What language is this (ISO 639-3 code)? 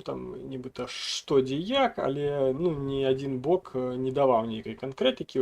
bel